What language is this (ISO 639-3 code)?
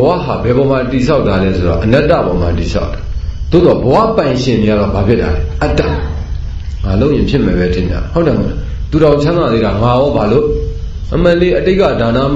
mya